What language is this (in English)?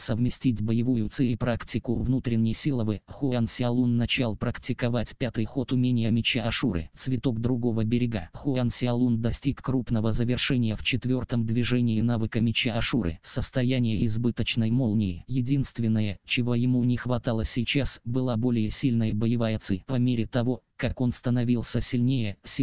Russian